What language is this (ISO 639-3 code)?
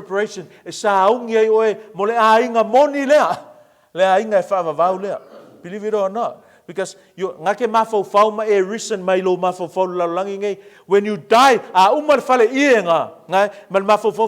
smo